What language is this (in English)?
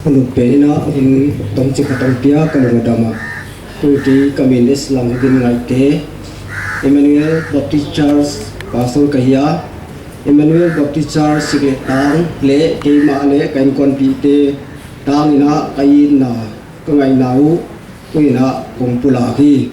Paite Chin